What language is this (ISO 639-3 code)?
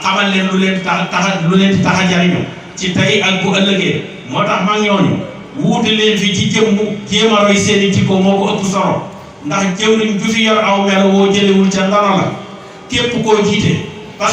wol